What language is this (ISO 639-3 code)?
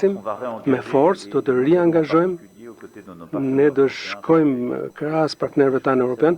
sqi